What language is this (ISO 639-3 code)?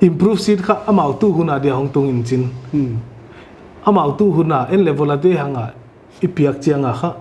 pck